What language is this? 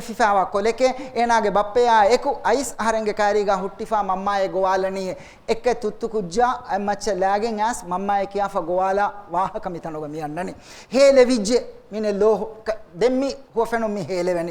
Divehi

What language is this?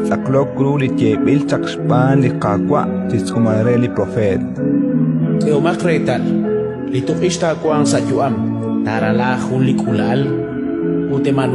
Kekchí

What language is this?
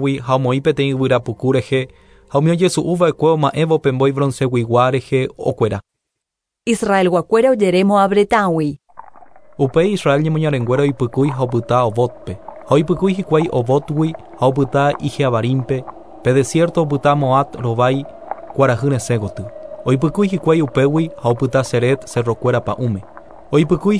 Guarani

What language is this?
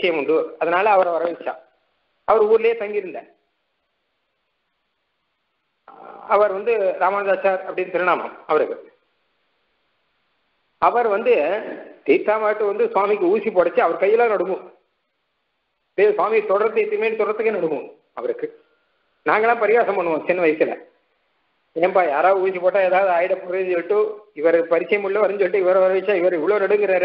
Tamil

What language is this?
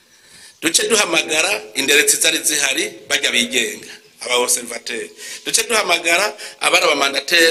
Rundi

